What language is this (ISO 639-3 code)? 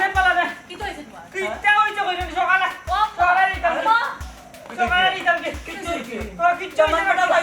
syl